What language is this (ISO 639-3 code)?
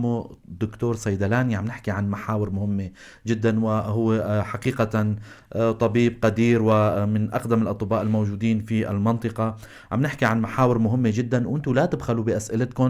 apc